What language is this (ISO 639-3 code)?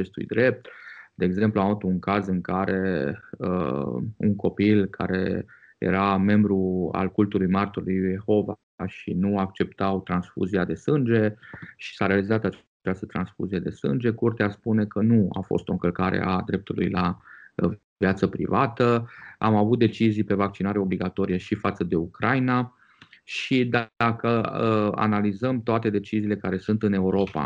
ron